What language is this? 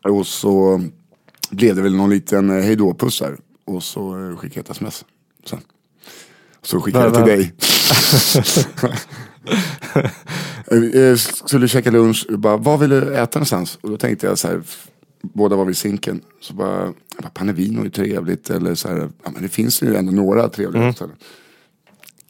Swedish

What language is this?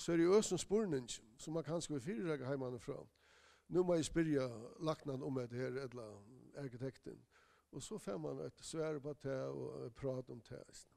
Faroese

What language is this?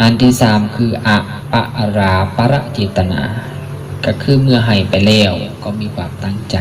Lao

